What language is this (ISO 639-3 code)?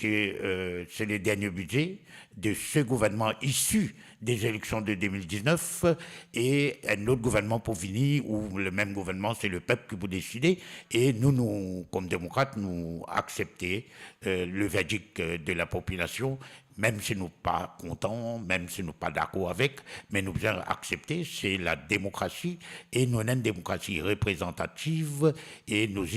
mfe